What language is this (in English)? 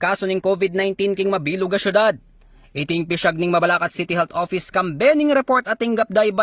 Pampanga